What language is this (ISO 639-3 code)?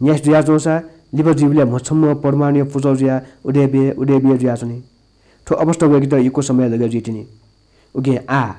new